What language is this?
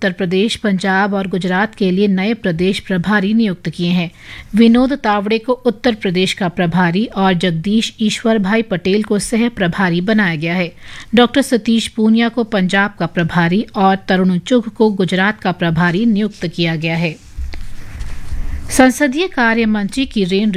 Hindi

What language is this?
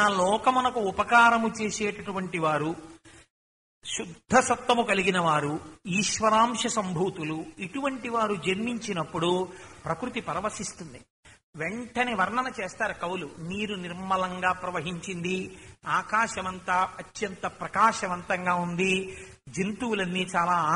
Telugu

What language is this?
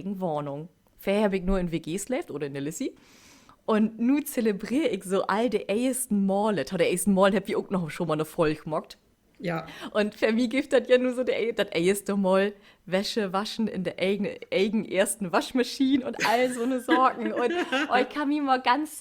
Low German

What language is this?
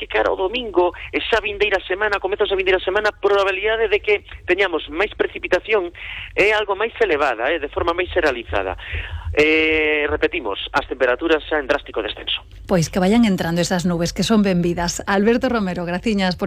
Galician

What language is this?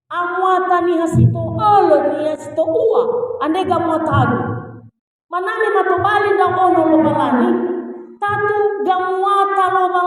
Nias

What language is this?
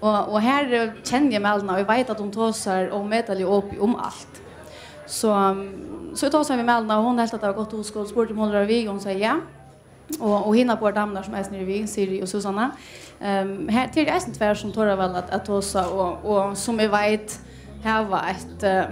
Faroese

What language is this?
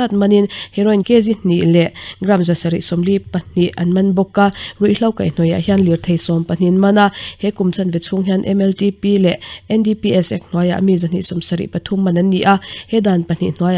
Mizo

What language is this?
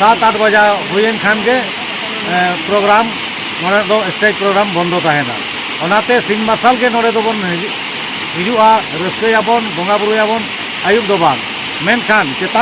Santali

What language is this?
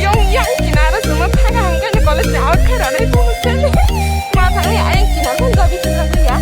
Kok Borok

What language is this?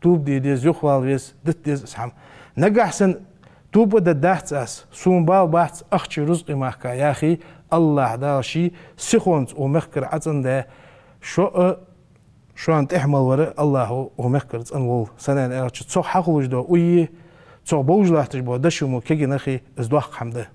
Ingush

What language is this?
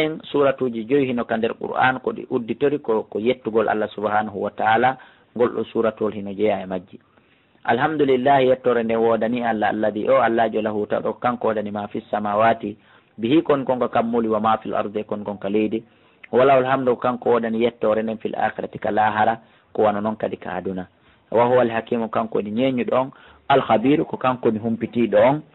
Fula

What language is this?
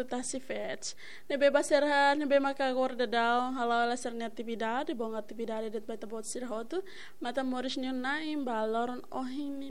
Tetum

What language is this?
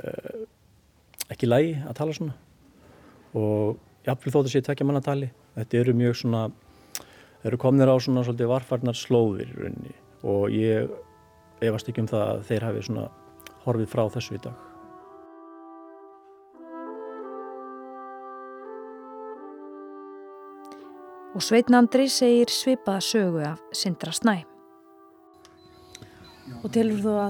Icelandic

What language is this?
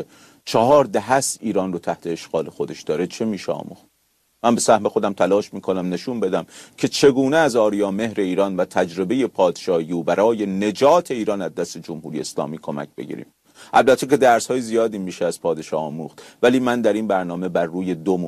Persian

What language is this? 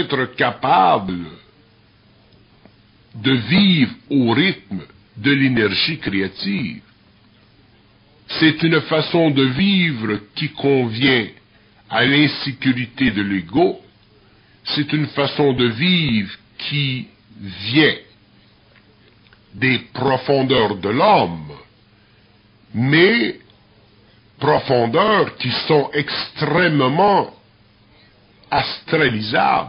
French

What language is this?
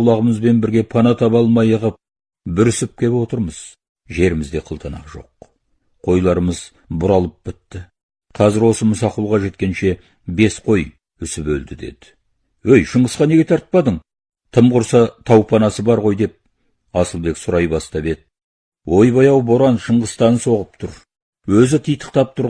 Kazakh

